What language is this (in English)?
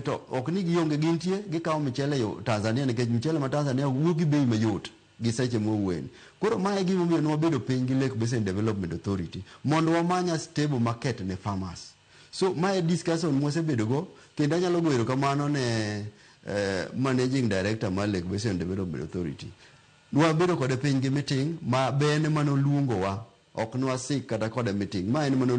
Luo (Kenya and Tanzania)